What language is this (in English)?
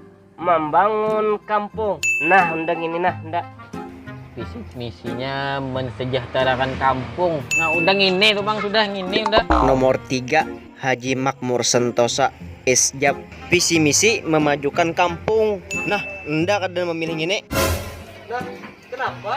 Banjar